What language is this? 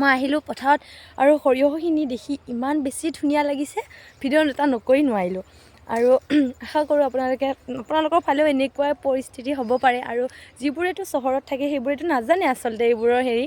Assamese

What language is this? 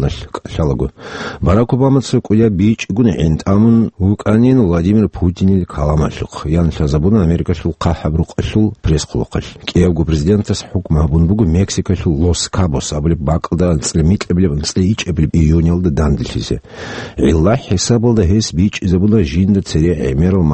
Avaric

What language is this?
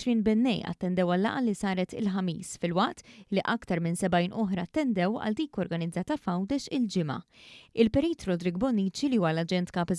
Maltese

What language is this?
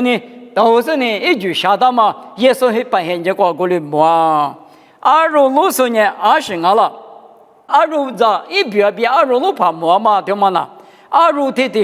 Lisu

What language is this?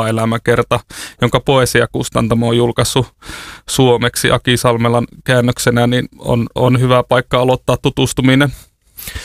Finnish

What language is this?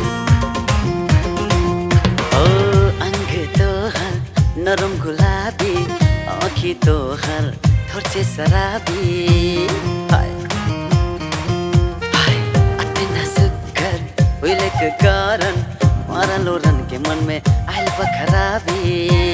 Bhojpuri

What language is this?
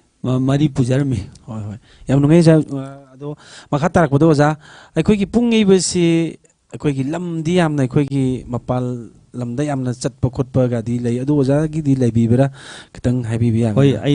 Manipuri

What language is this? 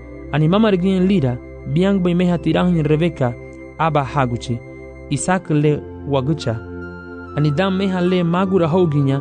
Garifuna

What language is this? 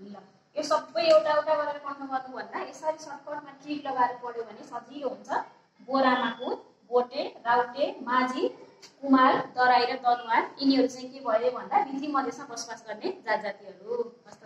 Nepali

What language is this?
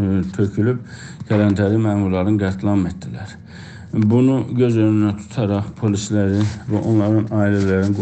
South Azerbaijani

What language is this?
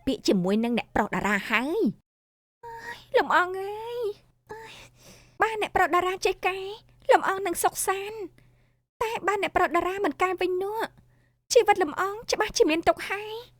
Khmer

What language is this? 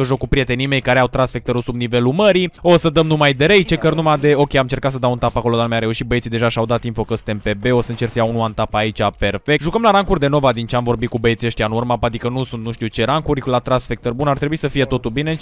Romanian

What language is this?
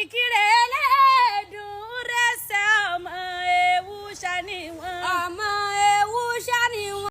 Yoruba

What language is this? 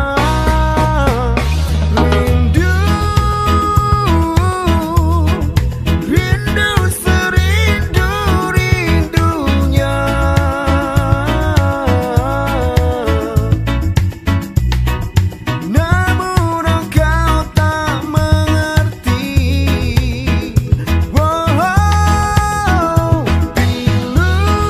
Indonesian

